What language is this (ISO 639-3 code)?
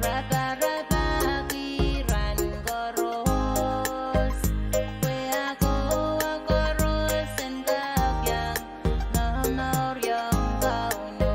pon